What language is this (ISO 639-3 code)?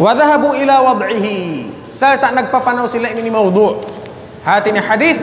tsg